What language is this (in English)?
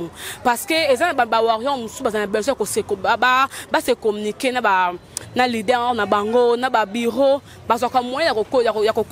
Lingala